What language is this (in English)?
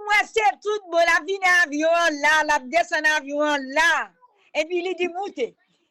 Haitian Creole